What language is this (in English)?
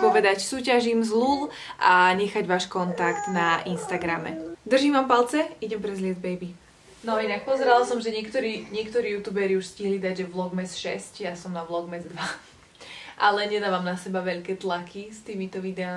Slovak